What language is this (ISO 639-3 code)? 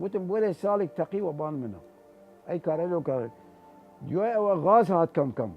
sdh